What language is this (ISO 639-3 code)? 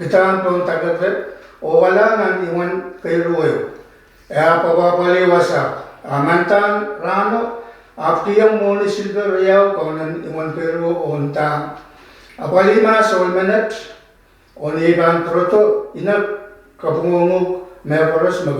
pon